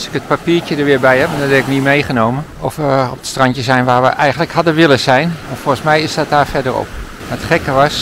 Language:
Dutch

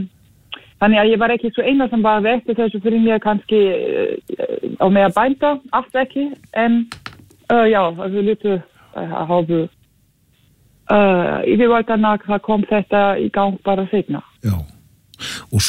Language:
Icelandic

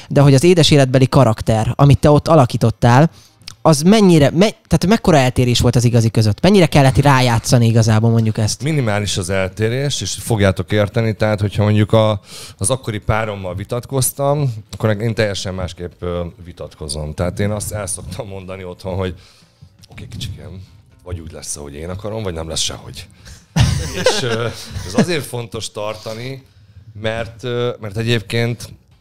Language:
Hungarian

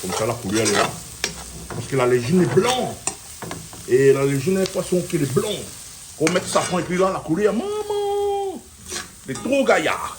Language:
Réunion Creole French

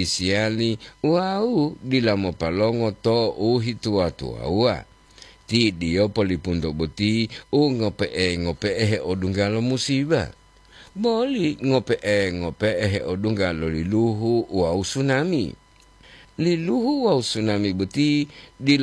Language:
Gorontalo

